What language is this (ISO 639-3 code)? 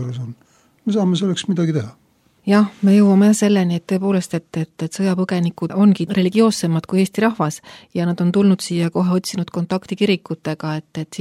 est